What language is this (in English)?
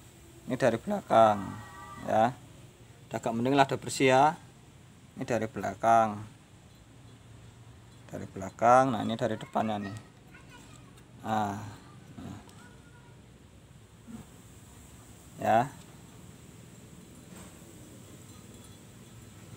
Indonesian